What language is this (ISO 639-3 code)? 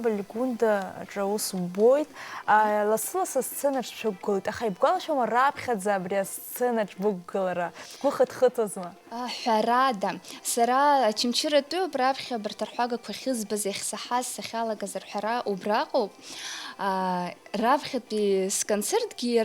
abk